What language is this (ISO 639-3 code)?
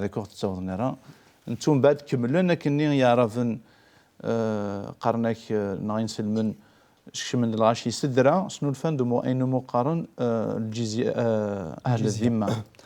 kab